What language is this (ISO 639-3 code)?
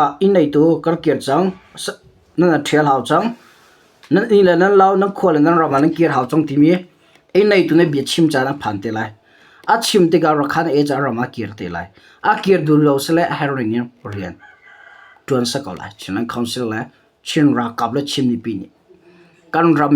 cnh